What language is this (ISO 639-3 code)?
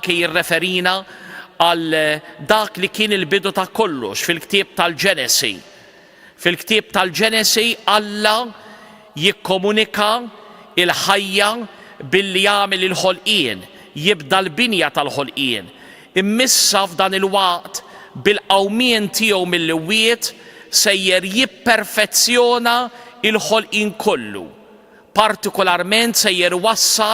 mlt